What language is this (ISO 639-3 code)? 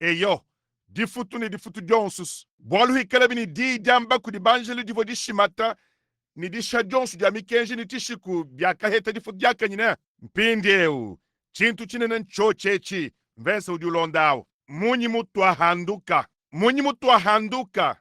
lua